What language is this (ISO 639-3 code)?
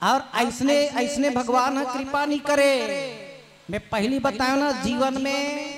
hne